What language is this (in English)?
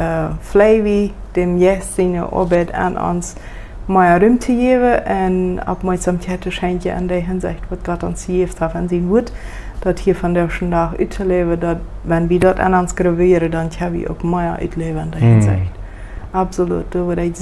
Plautdietsch